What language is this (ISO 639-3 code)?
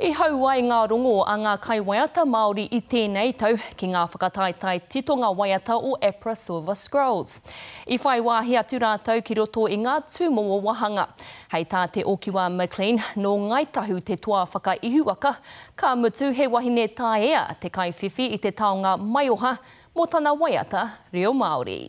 mri